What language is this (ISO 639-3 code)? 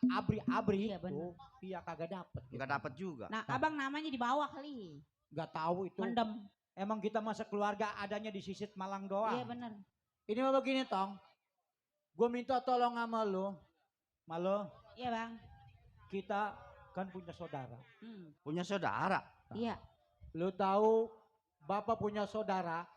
bew